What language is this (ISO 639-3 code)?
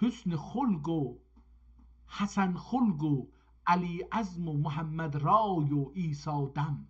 azb